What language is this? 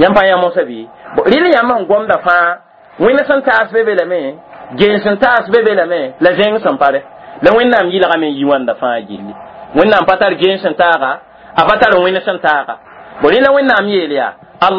Mossi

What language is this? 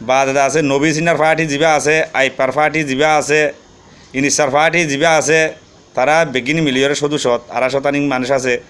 Rohingya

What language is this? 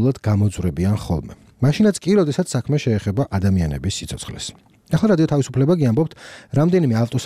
Georgian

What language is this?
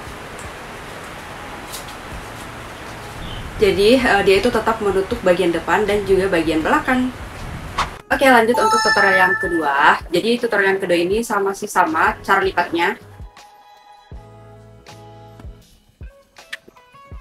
Indonesian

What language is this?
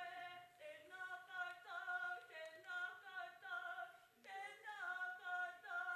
Māori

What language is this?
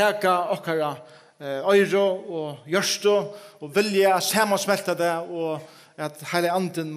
Faroese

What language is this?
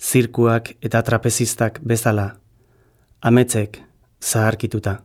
Basque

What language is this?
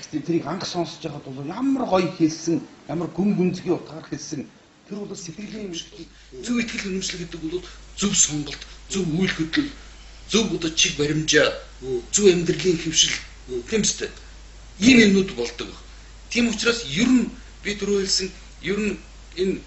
Mongolian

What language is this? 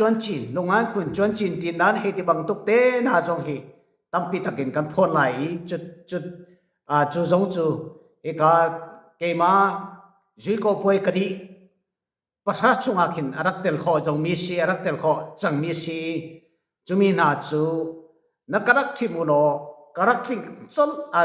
Falam Chin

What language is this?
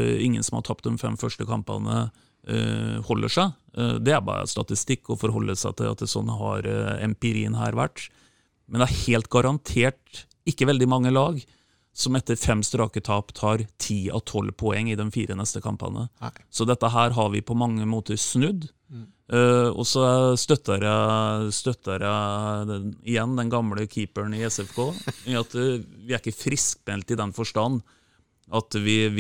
Norwegian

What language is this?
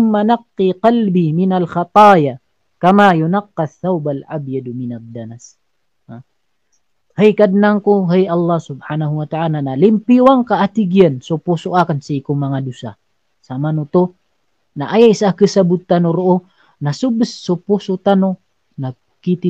Maranao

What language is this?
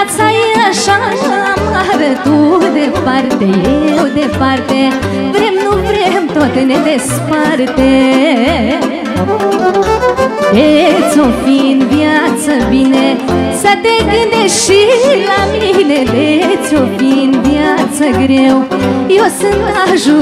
Romanian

